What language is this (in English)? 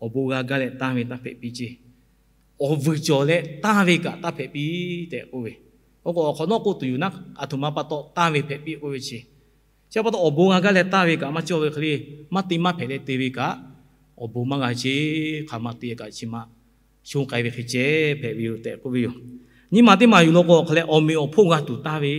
Lahu